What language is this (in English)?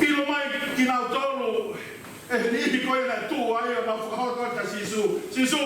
Tongan